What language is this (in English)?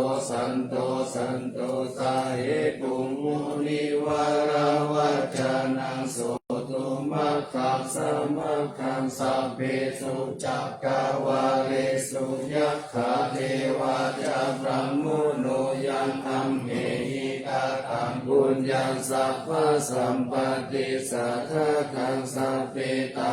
Pali